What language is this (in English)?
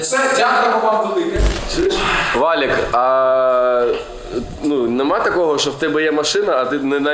Ukrainian